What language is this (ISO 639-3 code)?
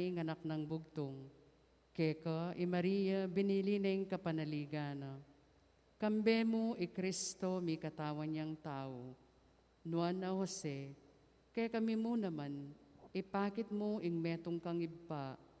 pam